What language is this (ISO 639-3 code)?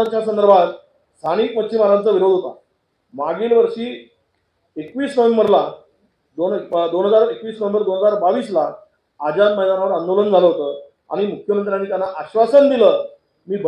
mar